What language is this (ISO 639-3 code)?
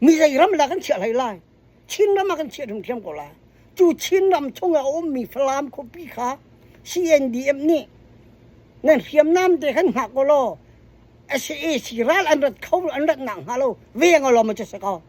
cnh